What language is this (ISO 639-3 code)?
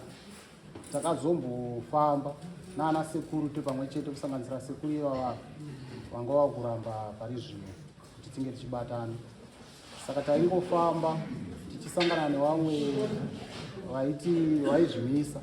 sna